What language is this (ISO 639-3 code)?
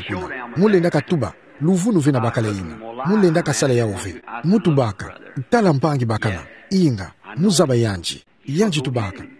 ktu